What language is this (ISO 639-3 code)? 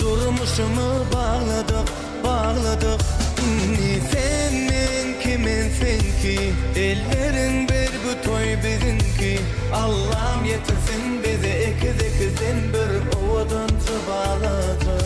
tuk